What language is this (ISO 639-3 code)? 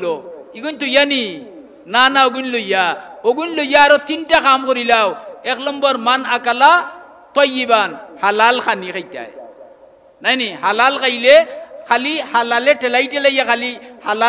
syl